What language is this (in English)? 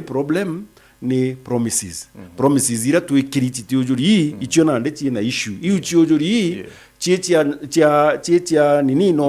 Meru